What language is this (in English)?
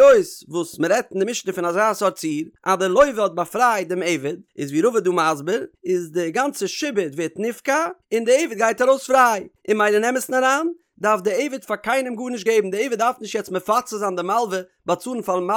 Yiddish